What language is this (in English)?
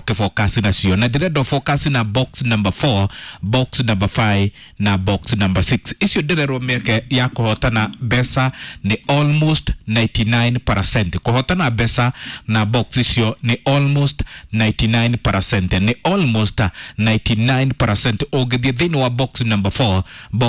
Kikuyu